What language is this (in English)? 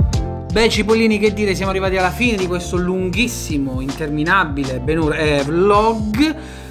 Italian